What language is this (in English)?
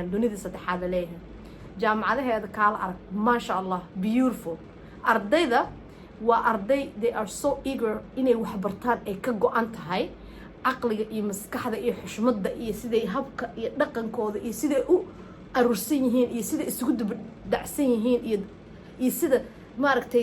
Somali